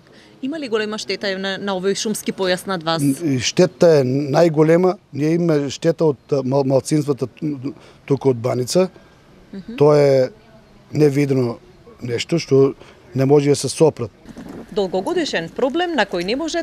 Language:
Macedonian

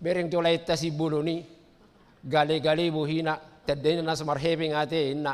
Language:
Batak Toba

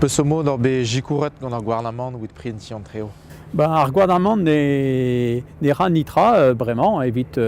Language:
Breton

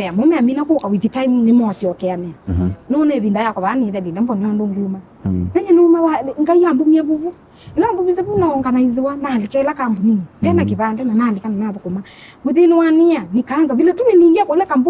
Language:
Kamba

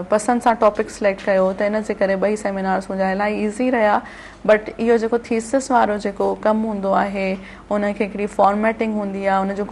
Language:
Sindhi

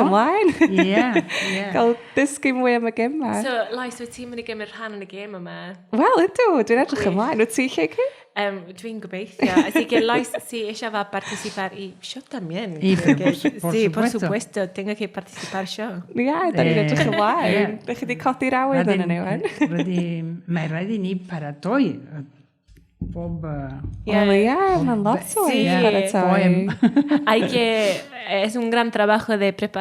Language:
Welsh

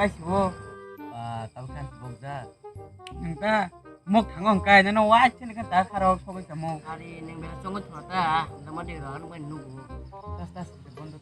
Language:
Kok Borok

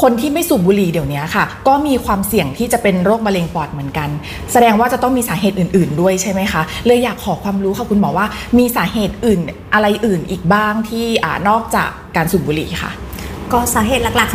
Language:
Thai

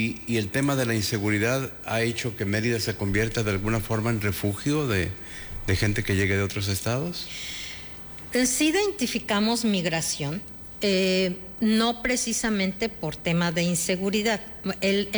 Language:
Spanish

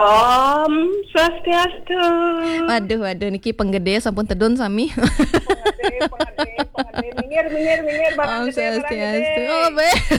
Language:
Balinese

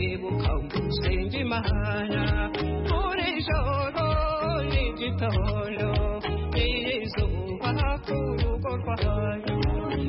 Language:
Kinyarwanda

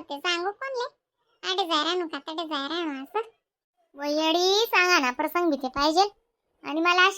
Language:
Khandesi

